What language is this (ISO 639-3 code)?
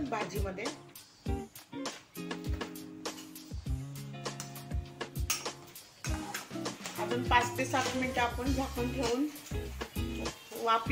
mar